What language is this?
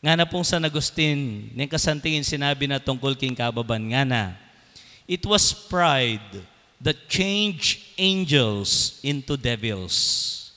Pampanga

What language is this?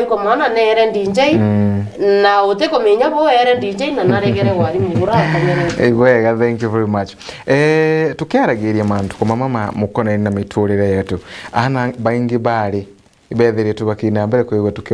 Meru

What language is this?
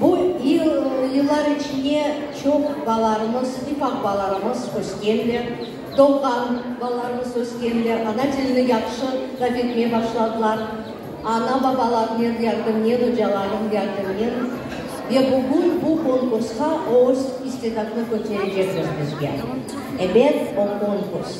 Crimean Tatar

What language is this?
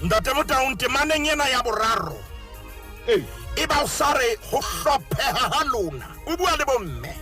Southern Sotho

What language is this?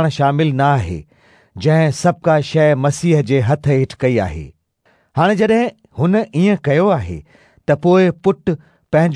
Sindhi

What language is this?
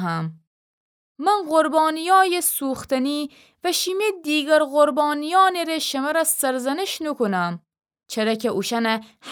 Gilaki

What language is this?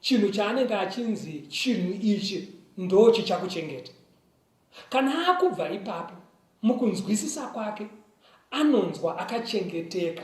Shona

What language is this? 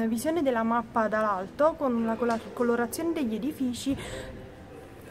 Italian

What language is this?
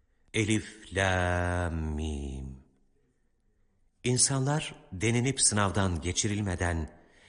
Turkish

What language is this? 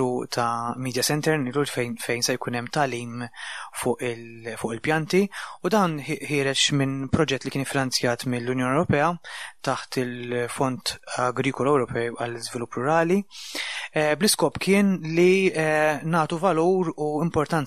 Maltese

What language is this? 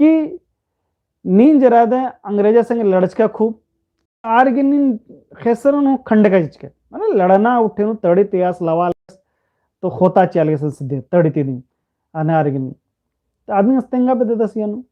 Kurukh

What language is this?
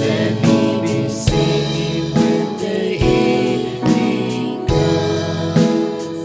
Hakha Chin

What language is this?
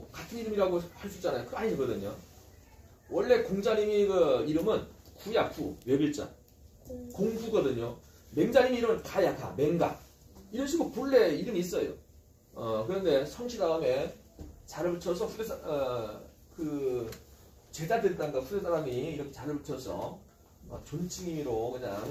Korean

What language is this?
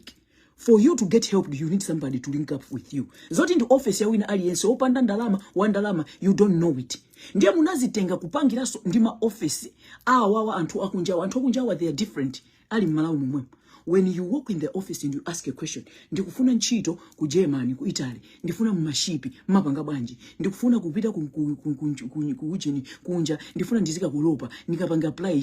Nyanja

